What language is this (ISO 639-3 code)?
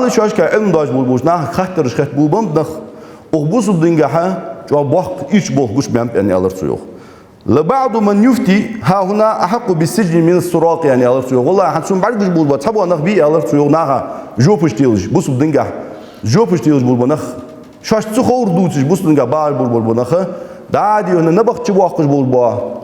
inh